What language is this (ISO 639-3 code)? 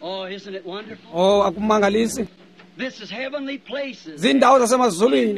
xho